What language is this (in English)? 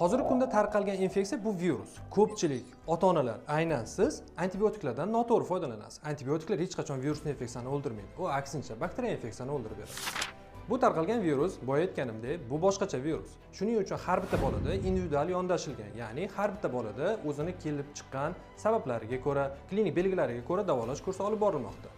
Uzbek